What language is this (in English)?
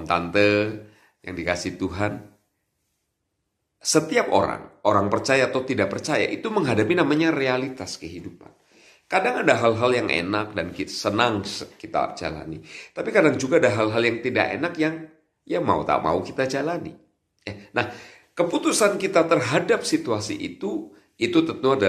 Indonesian